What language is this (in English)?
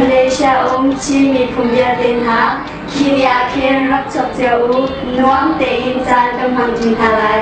Hakha Chin